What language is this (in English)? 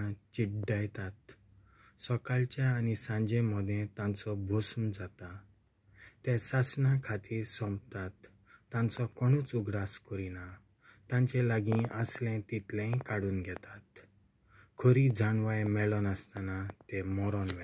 Konkani